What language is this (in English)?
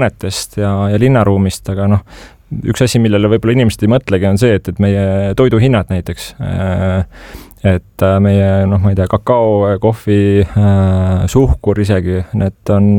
Estonian